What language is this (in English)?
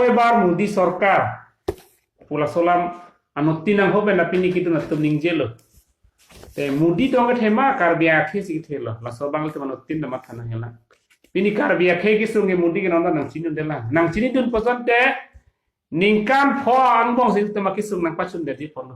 Karbi